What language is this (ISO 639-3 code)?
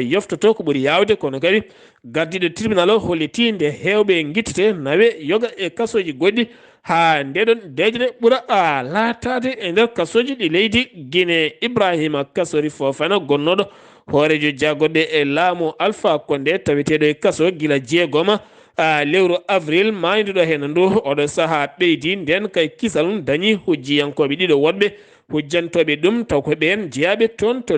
ful